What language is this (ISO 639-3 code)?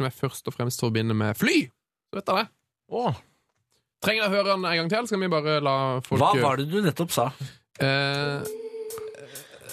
nor